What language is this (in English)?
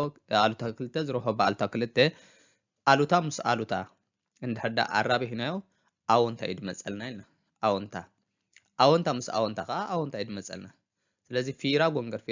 Tigrinya